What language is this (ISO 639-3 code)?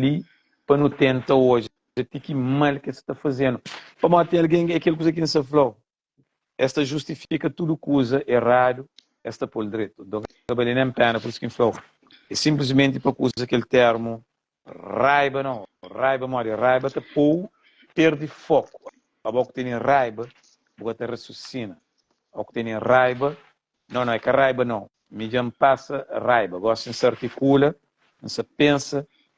kea